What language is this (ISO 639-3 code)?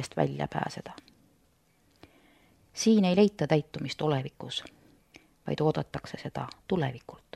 est